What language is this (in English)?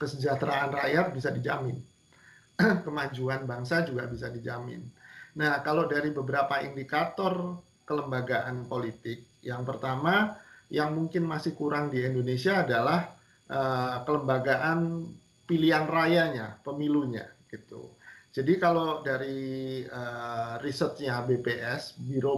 Indonesian